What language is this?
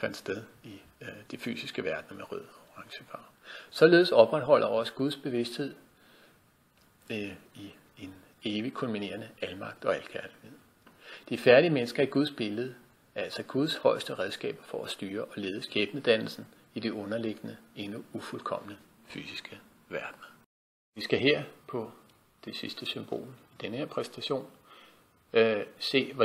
Danish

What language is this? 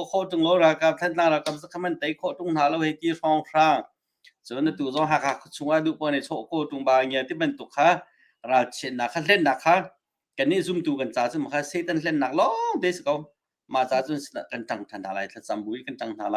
Hakha Chin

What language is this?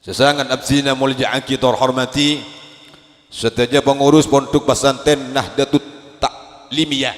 Madurese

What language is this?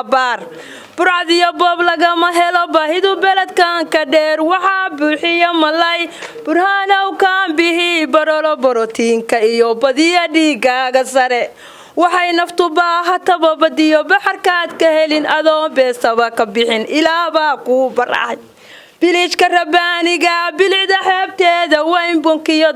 Somali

